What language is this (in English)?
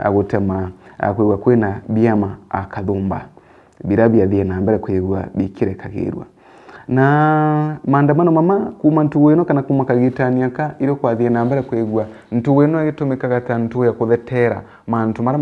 Meru